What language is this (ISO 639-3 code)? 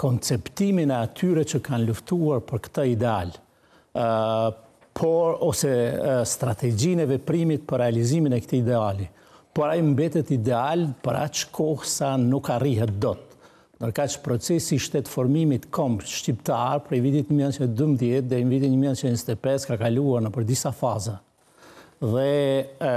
sqi